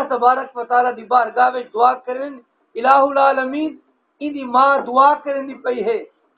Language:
Saraiki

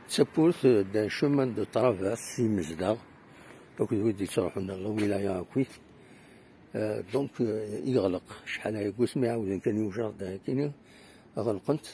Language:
Kabyle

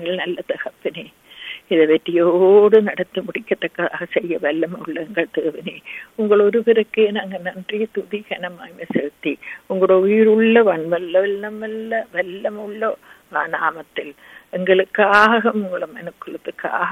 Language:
Tamil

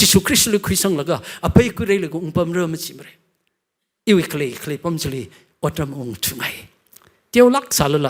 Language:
Tangkhul Naga (India)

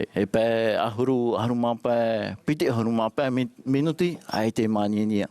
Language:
Tahitian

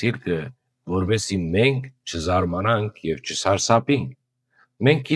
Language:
Western Armenian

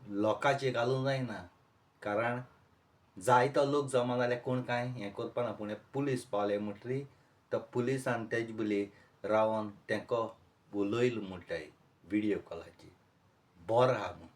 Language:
Konkani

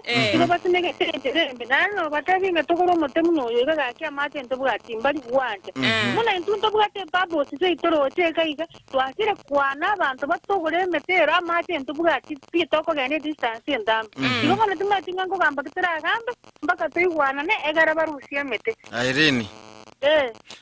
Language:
Gusii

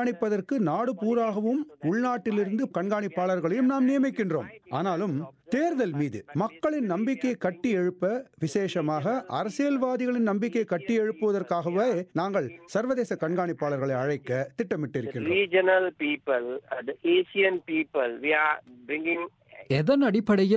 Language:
Tamil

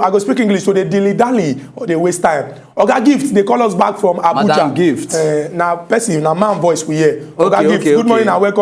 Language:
Nigerian Pidgin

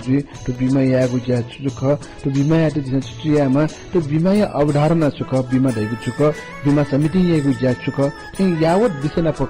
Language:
Newari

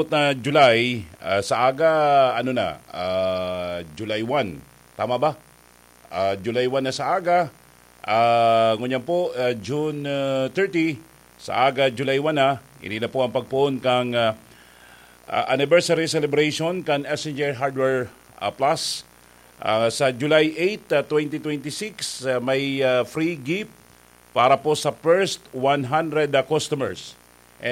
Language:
Bikol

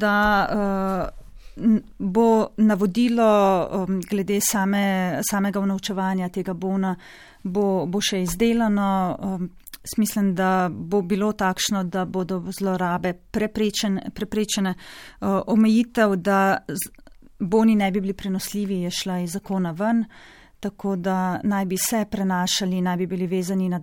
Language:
Slovenian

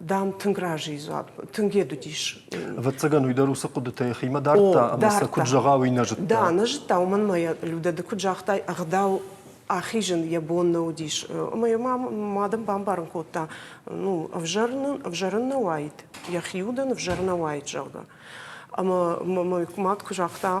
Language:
Ossetic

